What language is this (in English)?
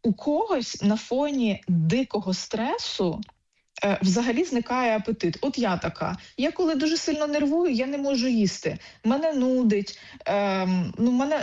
Ukrainian